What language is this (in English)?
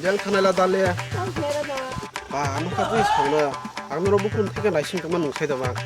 Kok Borok